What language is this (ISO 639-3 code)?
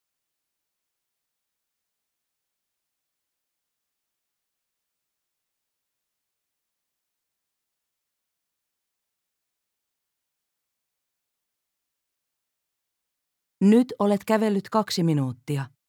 fin